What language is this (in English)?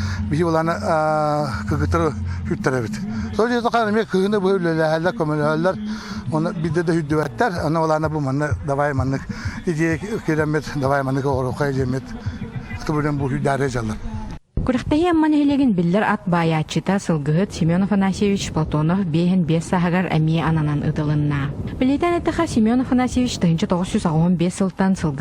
Yakut